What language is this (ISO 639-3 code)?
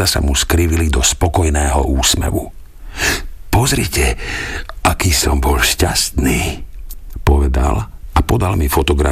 slk